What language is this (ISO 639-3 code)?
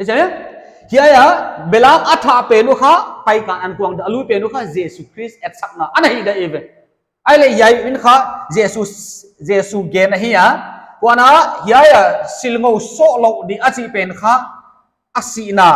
pck